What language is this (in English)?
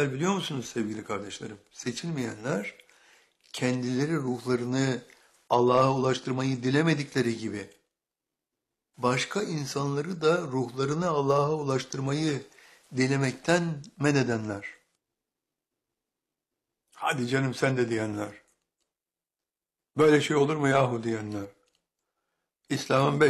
Turkish